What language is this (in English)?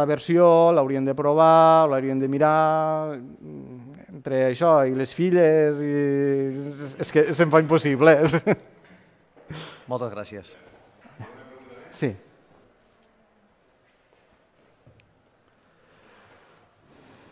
Catalan